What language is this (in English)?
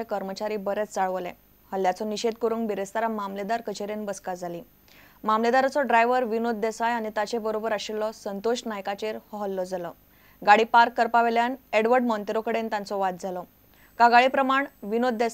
Konkani